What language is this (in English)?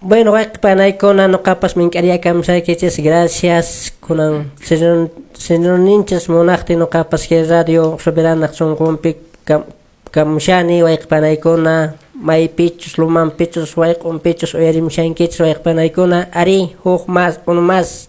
Quechua